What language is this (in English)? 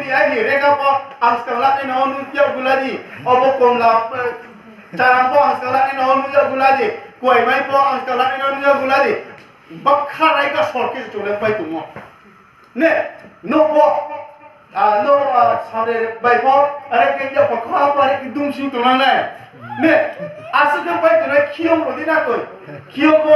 Riang (India)